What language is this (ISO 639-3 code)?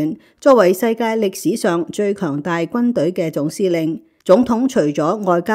yue